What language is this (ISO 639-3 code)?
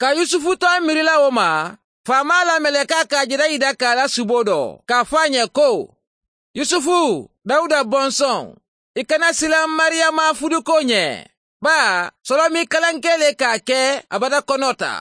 man